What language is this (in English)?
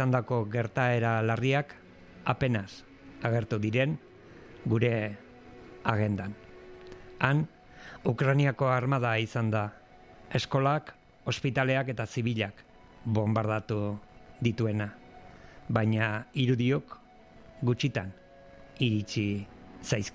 Basque